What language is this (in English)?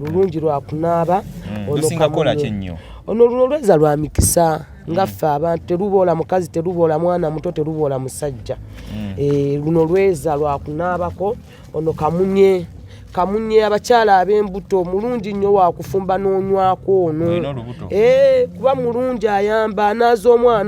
Ganda